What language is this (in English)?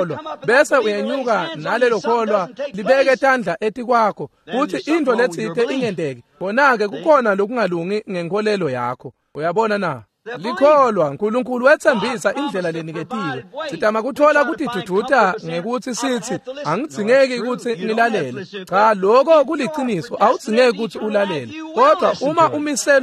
Swati